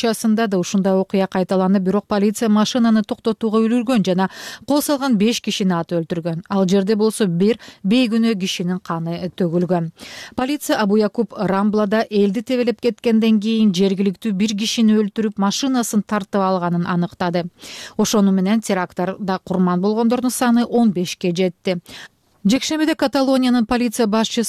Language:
Kyrgyz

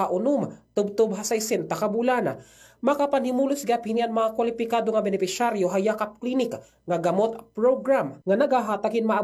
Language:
Waray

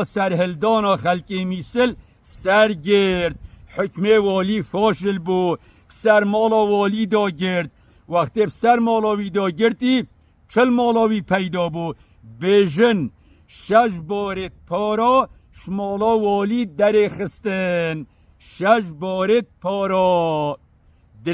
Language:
Kurdish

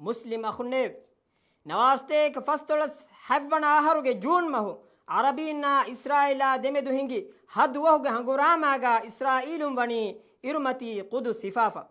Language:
Divehi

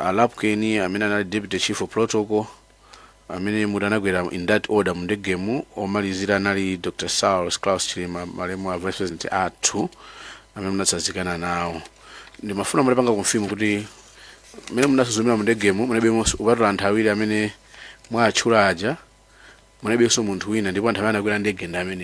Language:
Nyanja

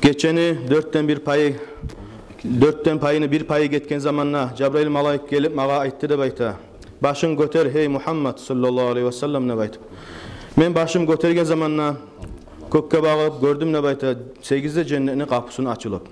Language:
Kumyk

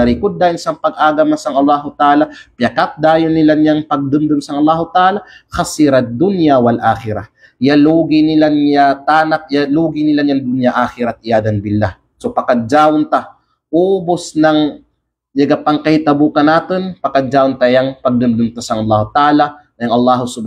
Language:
Kalagan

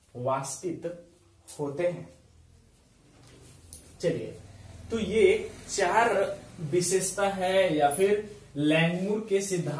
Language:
Hindi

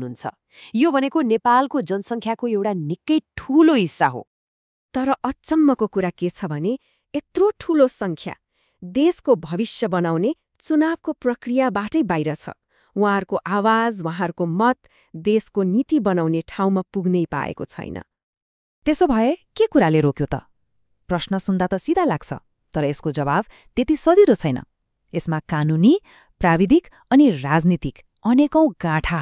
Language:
Nepali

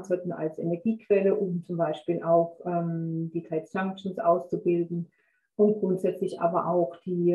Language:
German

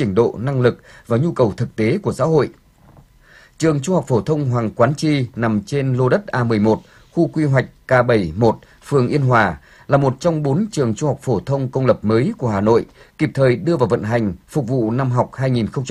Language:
Vietnamese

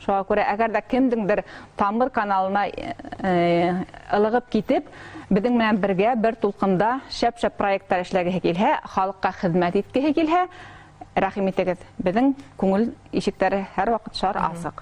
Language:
Bashkir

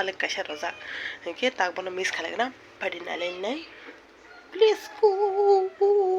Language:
Kok Borok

